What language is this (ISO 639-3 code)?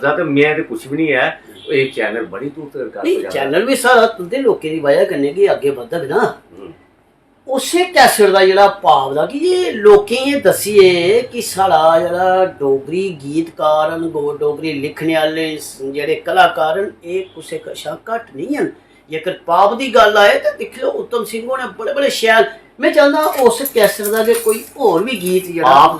doi